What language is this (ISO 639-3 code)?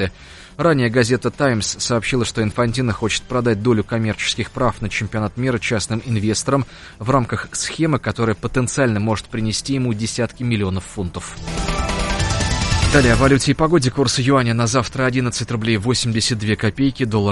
rus